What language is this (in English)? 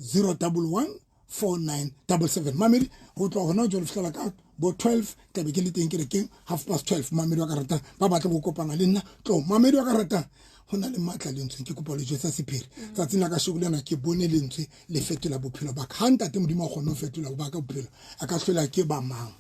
Southern Sotho